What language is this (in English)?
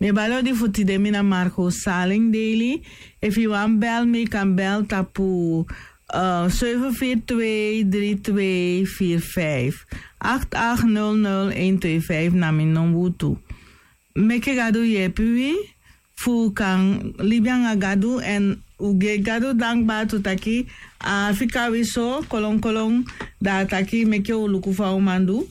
Sranan Tongo